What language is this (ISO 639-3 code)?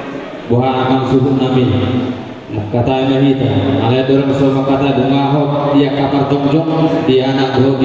bbc